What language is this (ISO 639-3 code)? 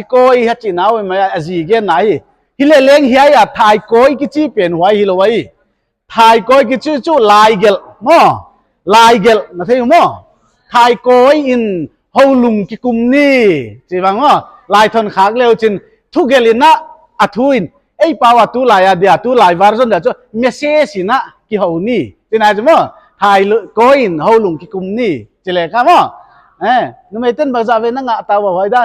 pck